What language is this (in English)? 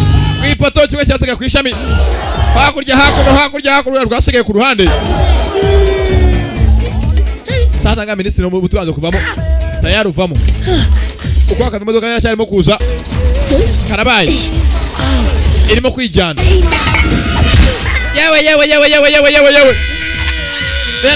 Kinyarwanda